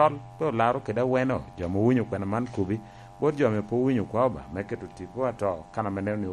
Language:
Lango (Uganda)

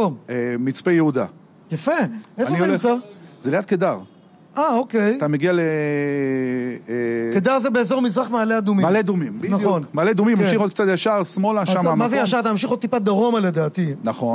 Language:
Hebrew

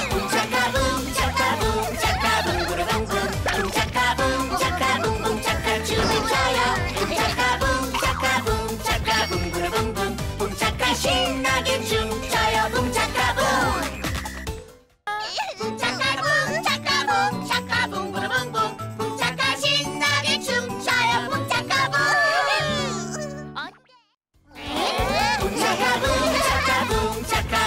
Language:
Korean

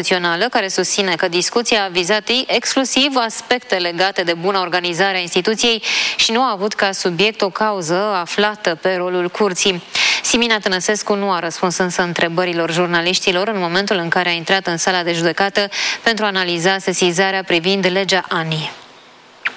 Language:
Romanian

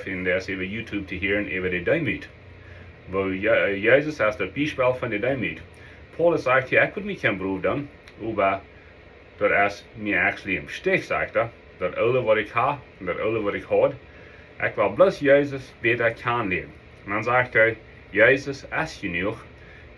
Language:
Plautdietsch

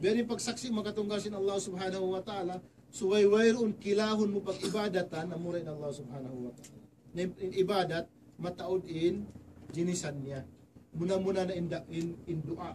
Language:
Tausug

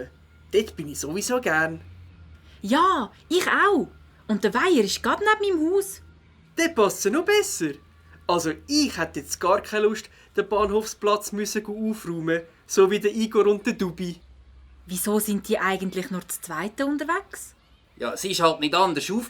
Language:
Swiss German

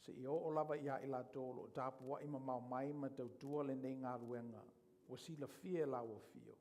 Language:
Samoan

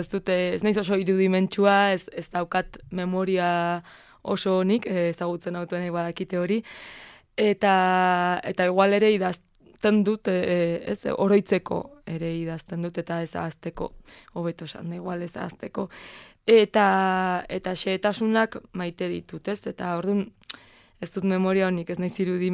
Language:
Basque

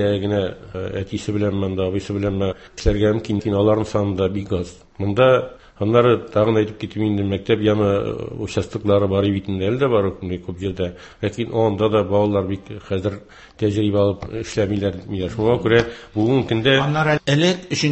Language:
Tatar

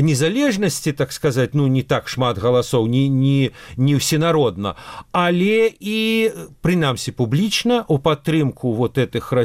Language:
Belarusian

